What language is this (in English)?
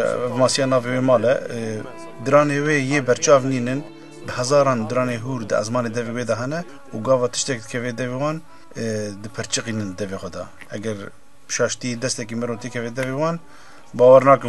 Kurdish